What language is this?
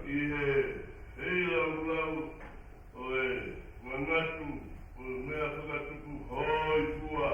Tongan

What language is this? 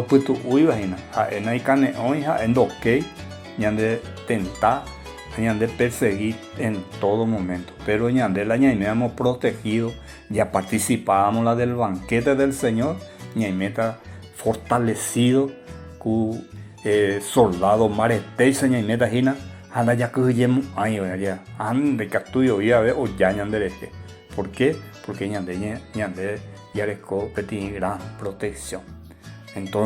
Guarani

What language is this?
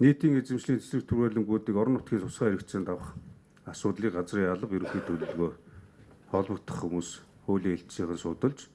Mongolian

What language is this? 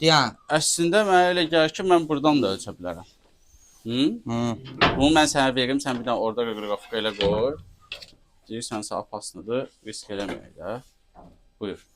Azerbaijani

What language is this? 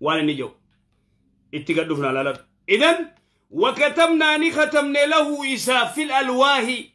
Oromo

